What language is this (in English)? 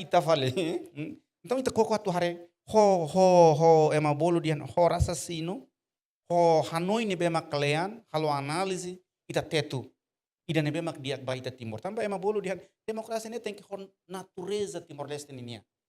Tetum